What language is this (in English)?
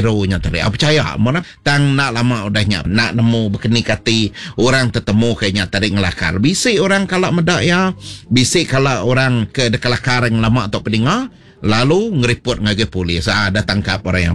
Iban